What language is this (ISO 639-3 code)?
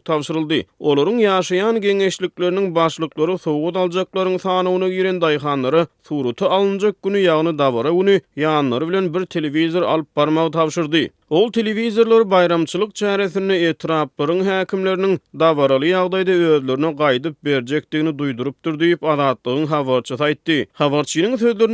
tuk